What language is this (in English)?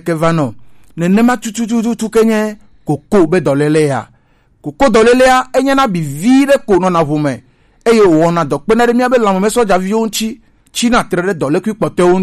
Gen